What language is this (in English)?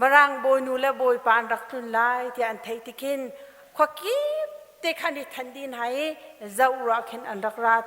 Hakha Chin